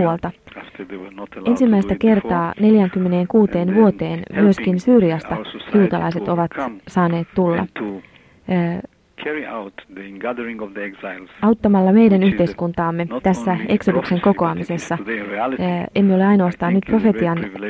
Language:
Finnish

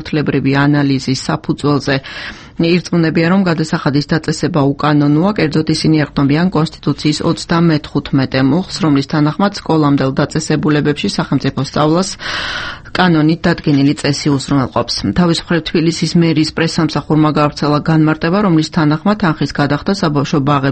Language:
Georgian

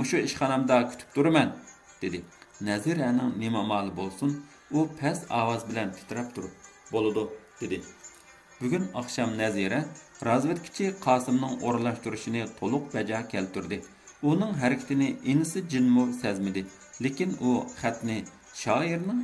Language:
Uyghur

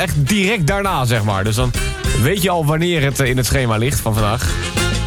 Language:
Dutch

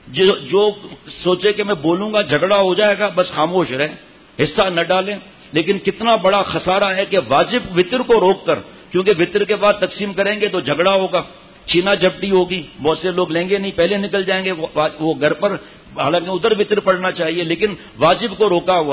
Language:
Urdu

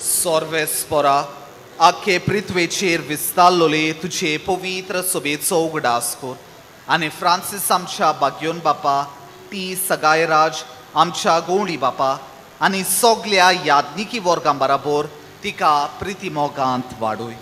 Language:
Konkani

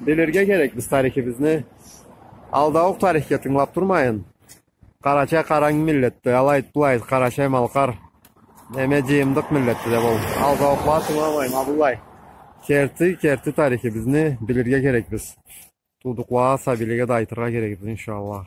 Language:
Karachay-Balkar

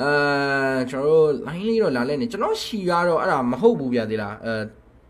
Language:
Burmese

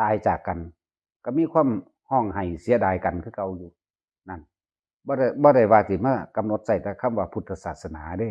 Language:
Northeastern Thai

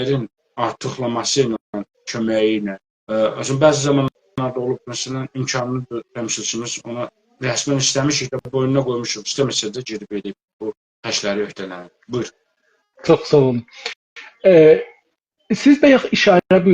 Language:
South Azerbaijani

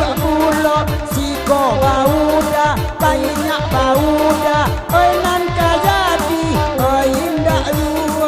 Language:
Minangkabau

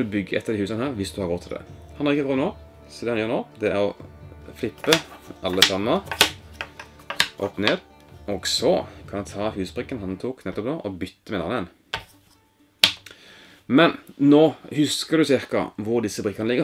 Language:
Norwegian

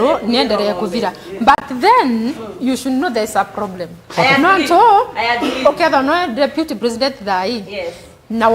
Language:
Meru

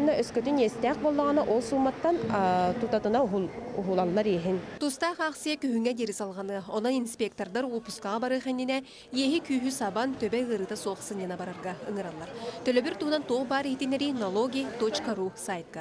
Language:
Yakut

